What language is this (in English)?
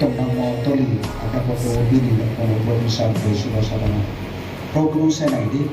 Riang (India)